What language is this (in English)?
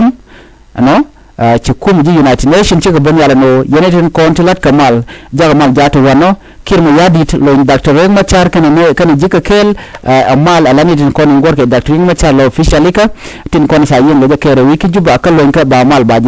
Nuer